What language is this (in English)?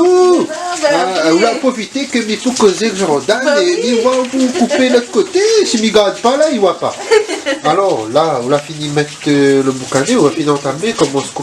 Réunion Creole French